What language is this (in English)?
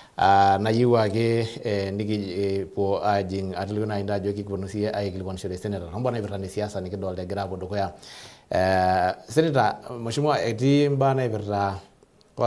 Masai